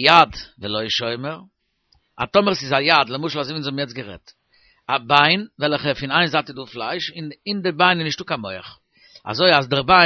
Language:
Yiddish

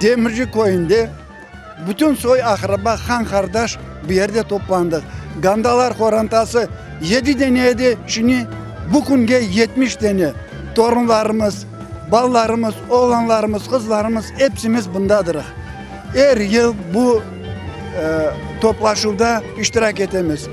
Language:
Crimean Tatar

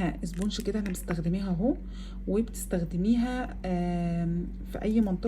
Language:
Egyptian Arabic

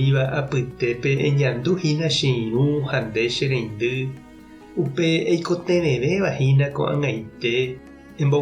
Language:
Guarani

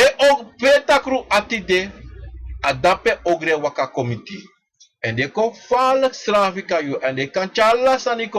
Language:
Sranan Tongo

